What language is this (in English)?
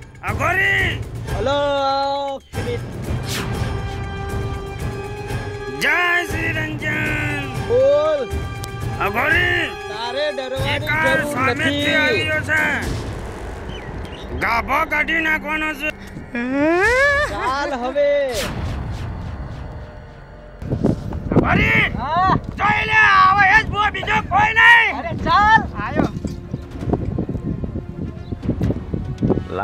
Gujarati